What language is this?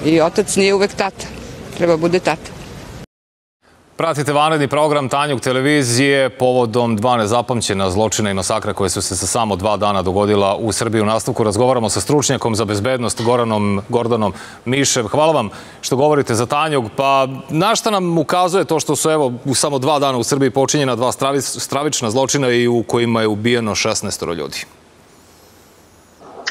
Serbian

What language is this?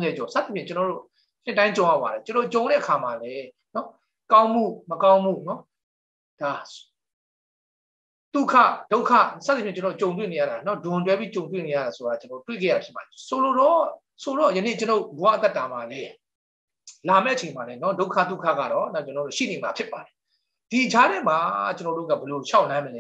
Burmese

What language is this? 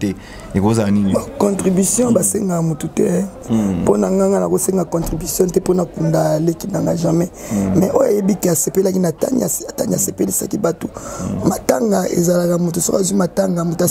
Lingala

